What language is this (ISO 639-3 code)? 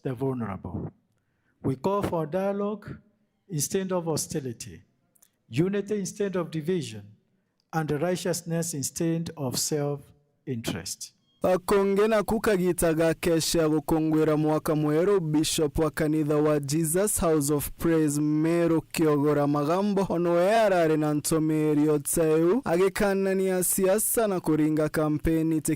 mer